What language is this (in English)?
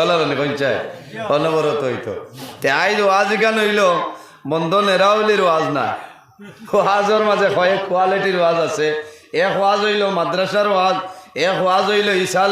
Sylheti